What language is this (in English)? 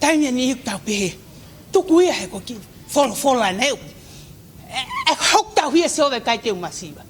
Tongan